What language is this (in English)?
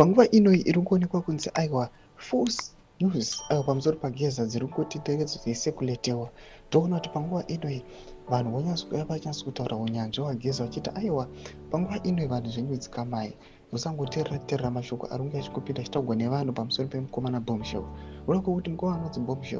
Shona